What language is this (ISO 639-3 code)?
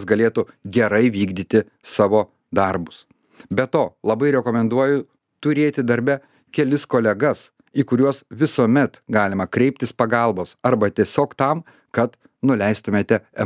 lit